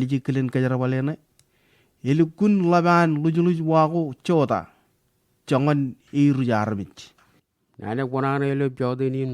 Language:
Marshallese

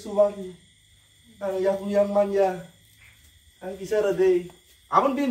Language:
Kok Borok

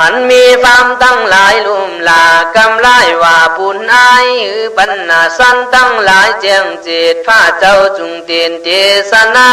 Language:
Khün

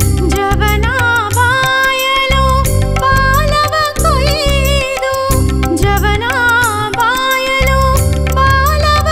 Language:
Kannada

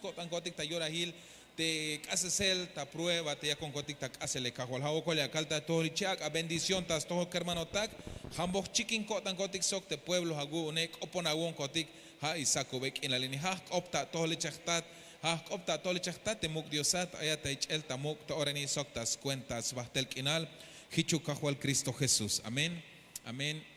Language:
Tzeltal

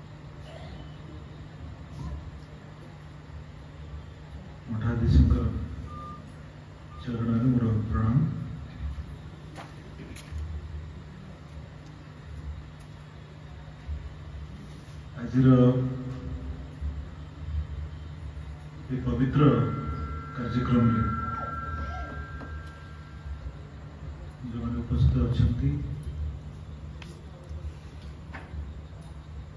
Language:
Odia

